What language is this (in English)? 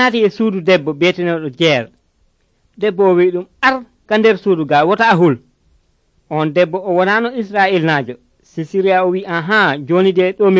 Nigerian Fulfulde